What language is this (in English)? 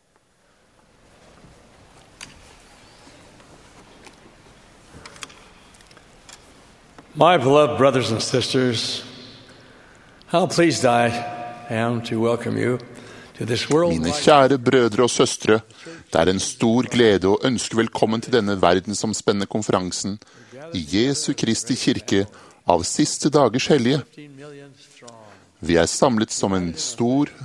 Norwegian